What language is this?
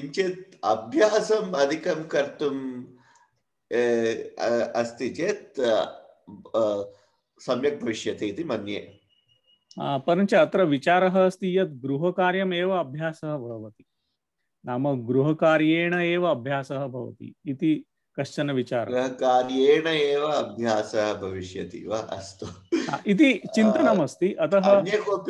Sanskrit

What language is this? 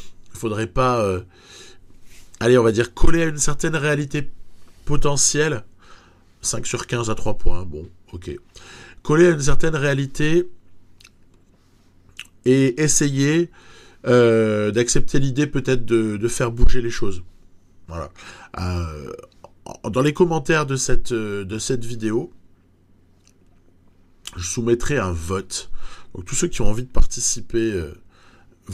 French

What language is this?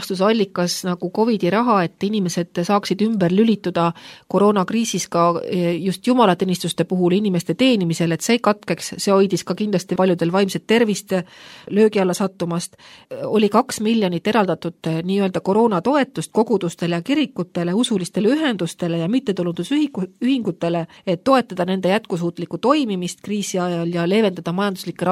Estonian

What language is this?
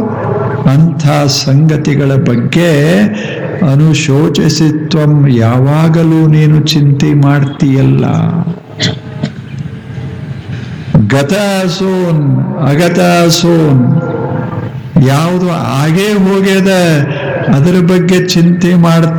Kannada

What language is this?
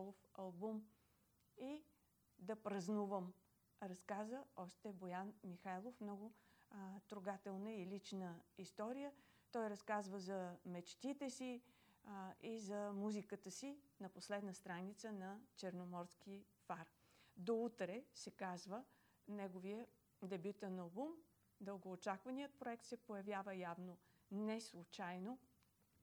Bulgarian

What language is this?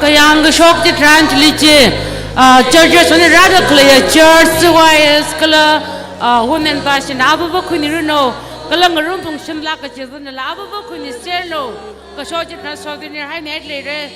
Tangkhul Naga (India)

